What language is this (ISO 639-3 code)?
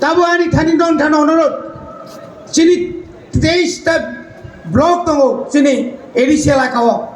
trp